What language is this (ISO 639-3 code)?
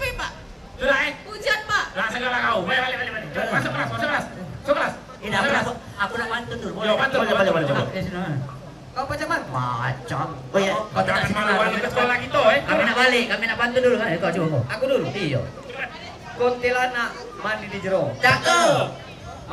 mui